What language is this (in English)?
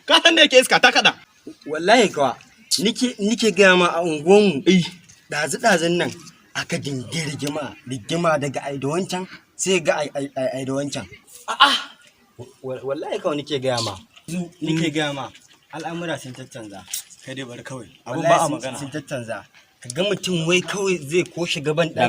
Hausa